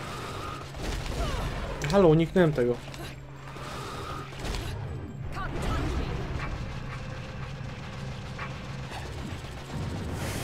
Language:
Polish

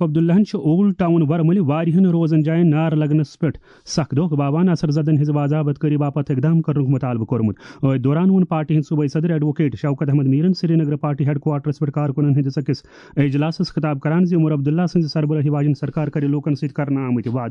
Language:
Kashmiri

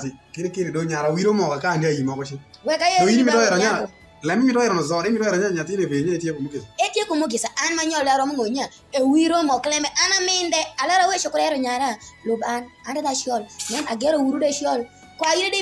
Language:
Alur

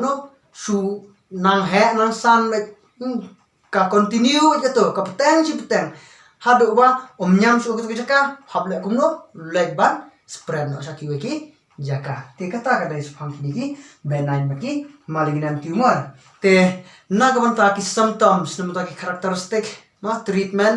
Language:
Khasi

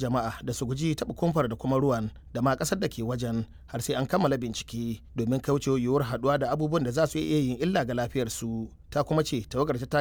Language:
Hausa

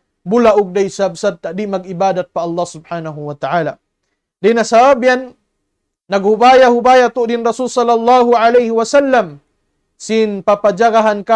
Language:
Tausug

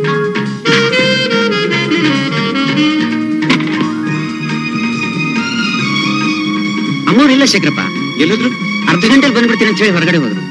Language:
Kannada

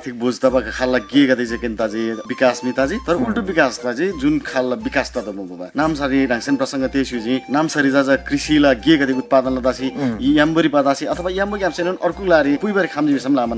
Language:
Eastern Tamang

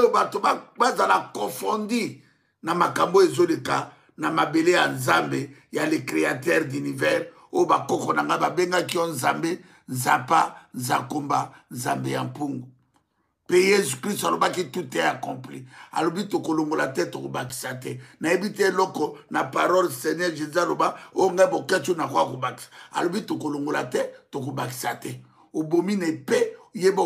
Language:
Lingala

